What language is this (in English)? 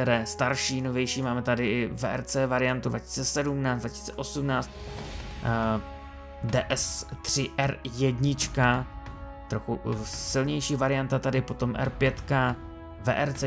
Czech